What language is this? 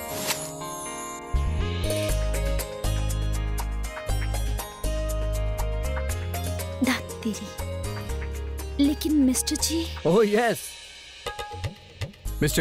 Bhojpuri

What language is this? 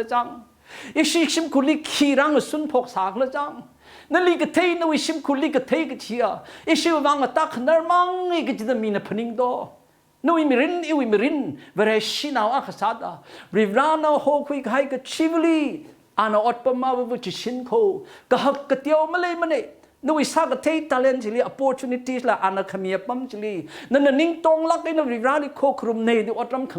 Tangkhul Naga (India)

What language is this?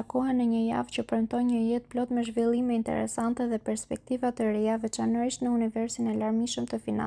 Albanian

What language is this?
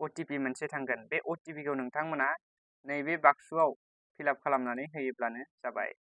Bodo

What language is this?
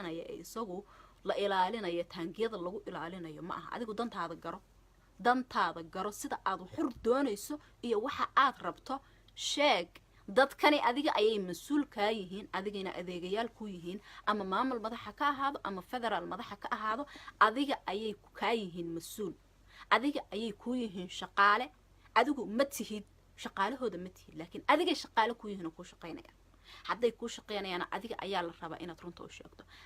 Somali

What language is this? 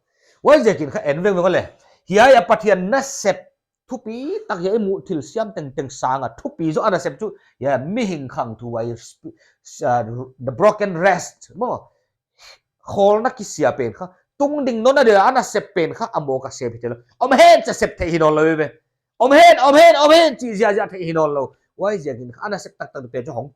Paite Chin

